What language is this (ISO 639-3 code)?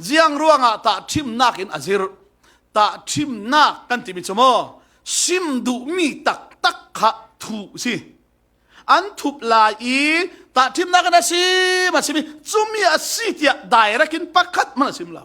cfm